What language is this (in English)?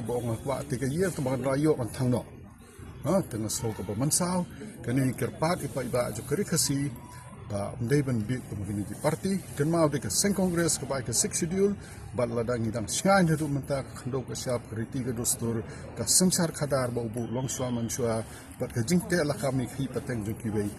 Khasi